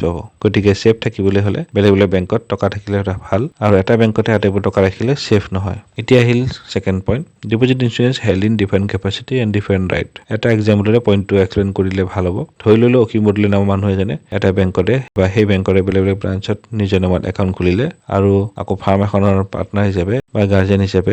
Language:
Assamese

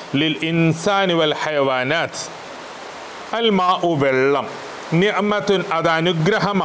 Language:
Malayalam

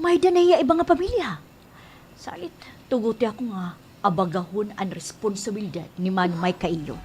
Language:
Waray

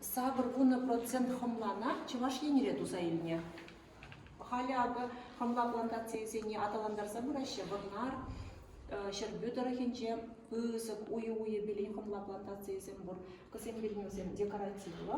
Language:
Chuvash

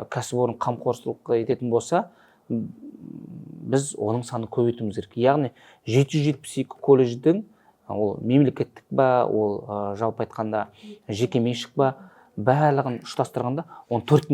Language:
Kazakh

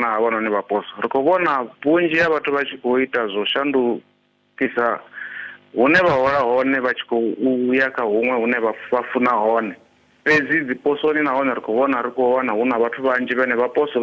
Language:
Venda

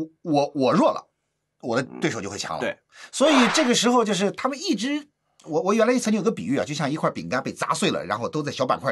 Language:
Chinese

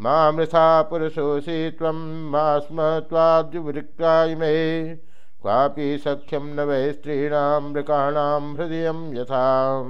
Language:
Sanskrit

